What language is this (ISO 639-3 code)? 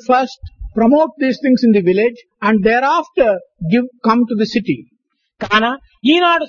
tel